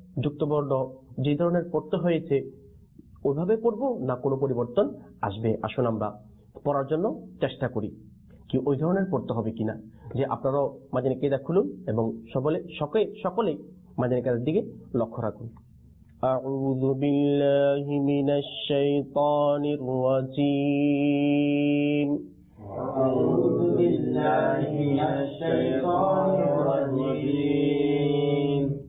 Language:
Bangla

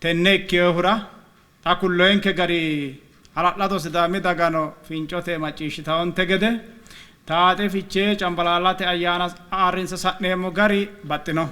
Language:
Sidamo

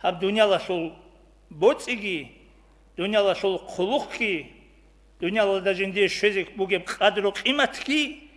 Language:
Avaric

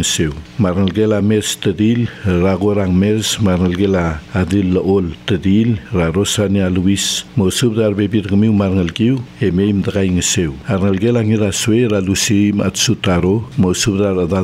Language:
Palauan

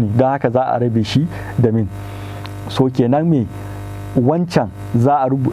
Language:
Hausa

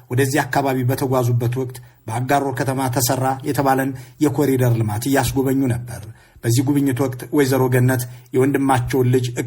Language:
Amharic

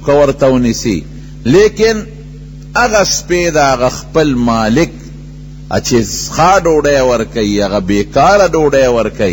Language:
Pashto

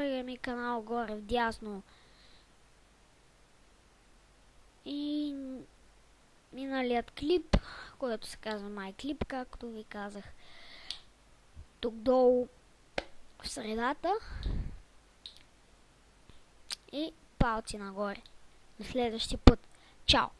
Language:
Bulgarian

